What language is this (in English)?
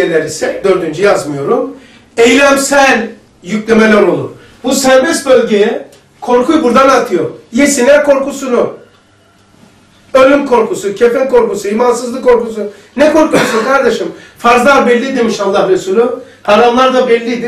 Turkish